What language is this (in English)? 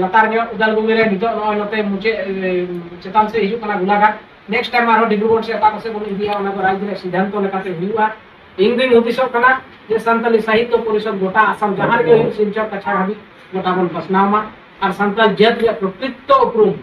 Santali